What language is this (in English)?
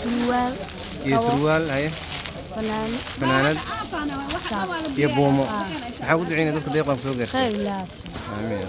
Somali